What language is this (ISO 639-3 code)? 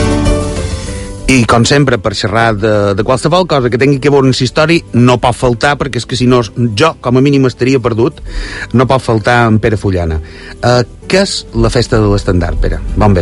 cat